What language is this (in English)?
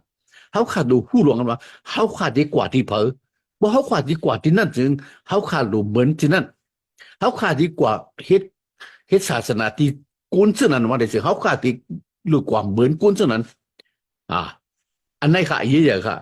Shan